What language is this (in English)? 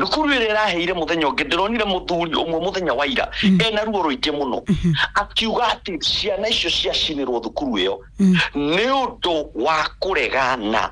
Kikuyu